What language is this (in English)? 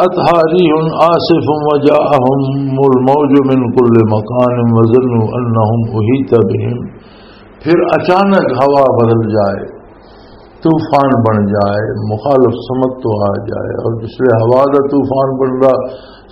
Western Panjabi